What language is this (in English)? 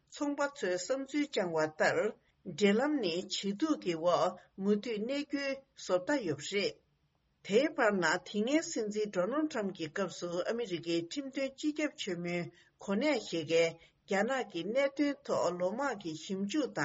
Tibetan